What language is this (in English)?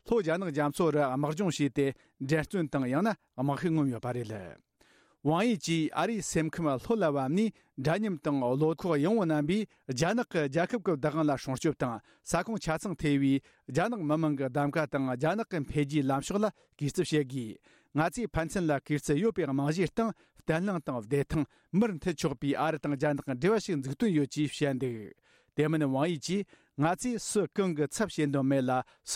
Tibetan